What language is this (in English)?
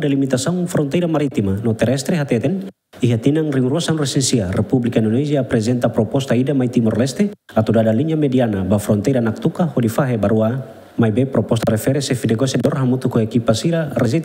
Tetum